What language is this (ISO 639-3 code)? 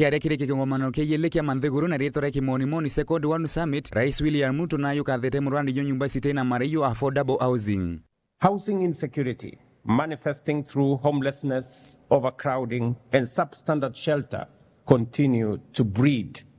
mer